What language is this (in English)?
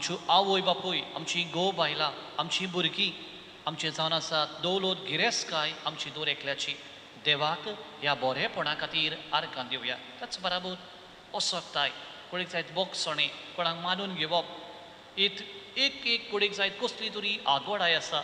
Konkani